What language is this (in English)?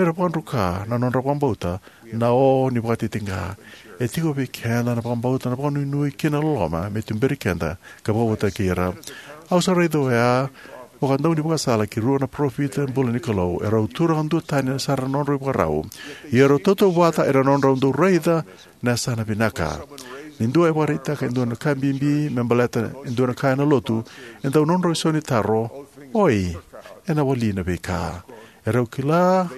Fijian